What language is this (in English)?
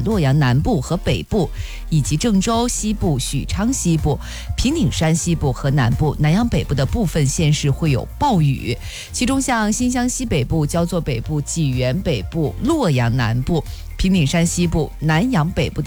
Chinese